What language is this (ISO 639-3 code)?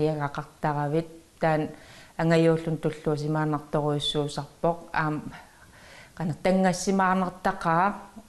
kal